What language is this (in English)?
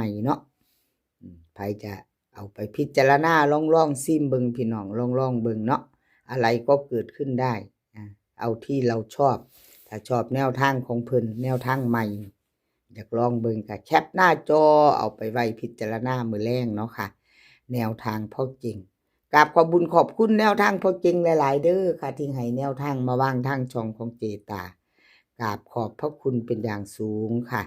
Northeastern Thai